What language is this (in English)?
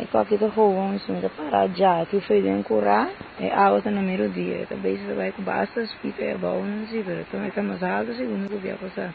Papiamento